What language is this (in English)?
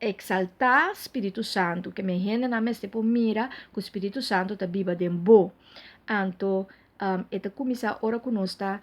Papiamento